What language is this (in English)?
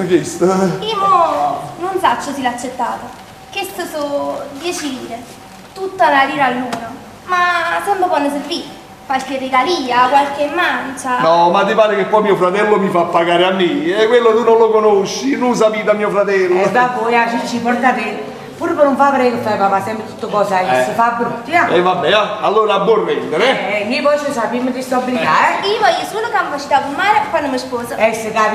Neapolitan